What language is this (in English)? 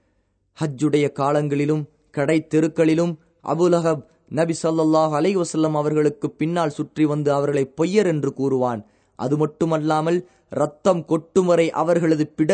Tamil